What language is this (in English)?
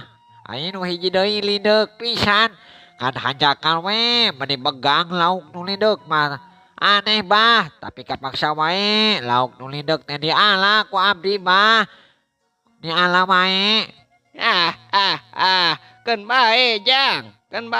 Sundanese